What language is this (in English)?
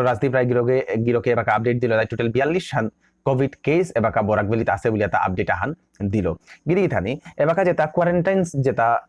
Bishnupriya